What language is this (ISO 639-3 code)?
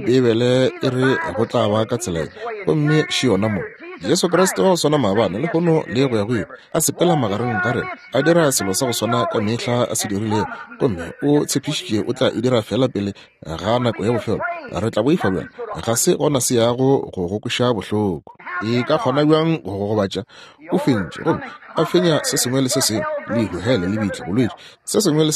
nso